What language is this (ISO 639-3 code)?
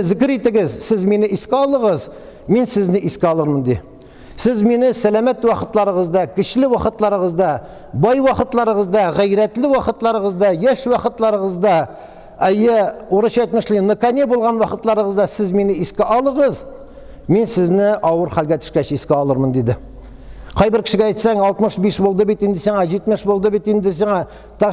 tat